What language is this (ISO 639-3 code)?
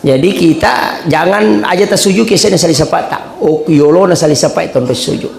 bug